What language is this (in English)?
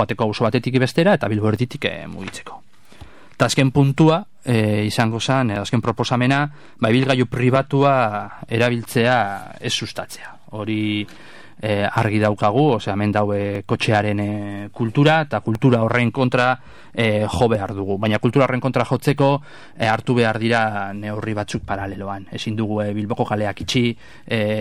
Basque